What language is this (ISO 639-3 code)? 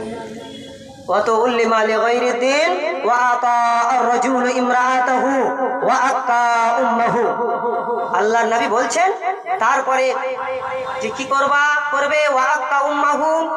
ben